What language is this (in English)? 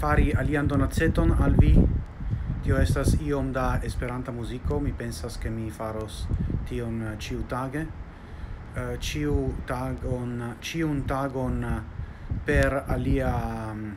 Esperanto